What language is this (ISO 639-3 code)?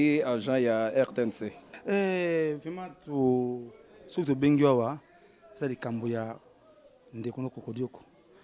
lin